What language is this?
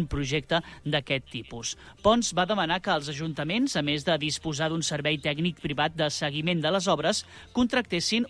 Catalan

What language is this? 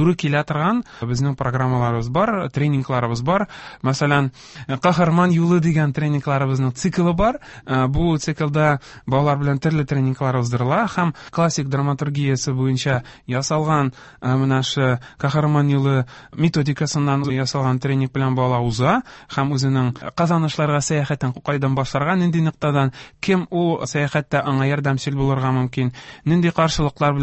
Tatar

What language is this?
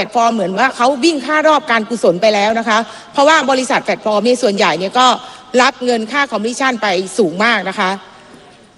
Thai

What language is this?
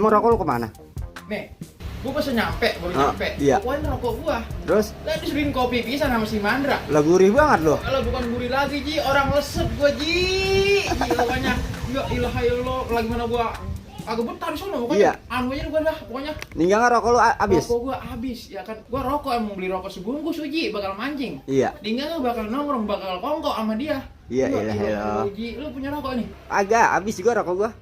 Betawi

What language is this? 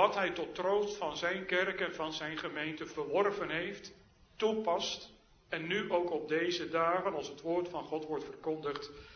Dutch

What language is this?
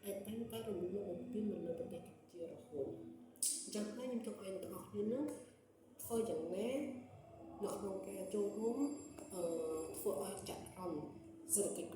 Khmer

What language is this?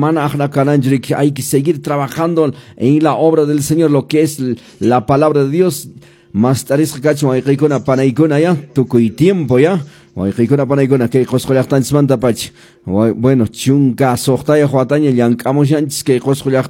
Quechua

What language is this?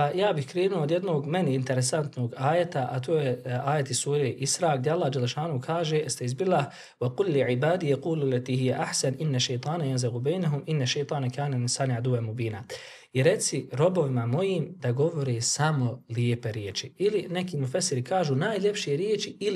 Bosnian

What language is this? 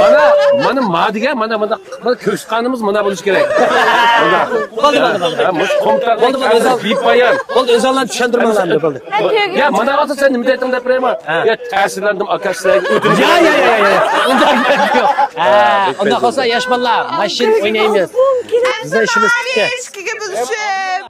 Uyghur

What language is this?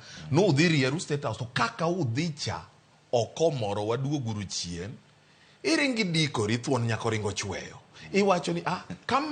Luo (Kenya and Tanzania)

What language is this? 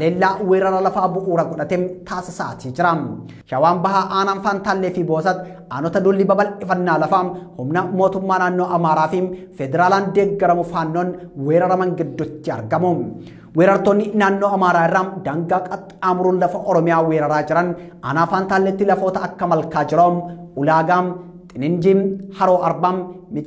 Oromo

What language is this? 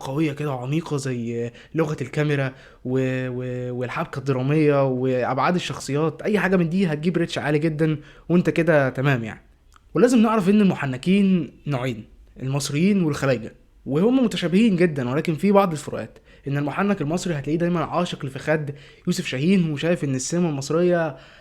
Egyptian Arabic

